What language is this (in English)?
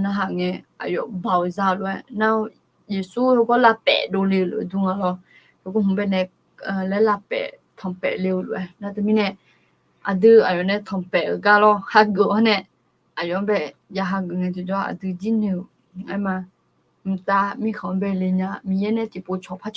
Akha